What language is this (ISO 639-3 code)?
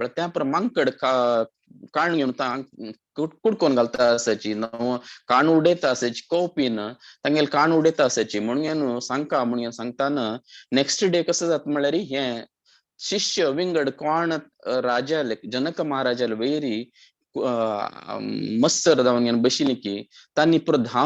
kok